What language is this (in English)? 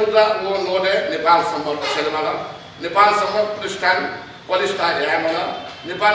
Newari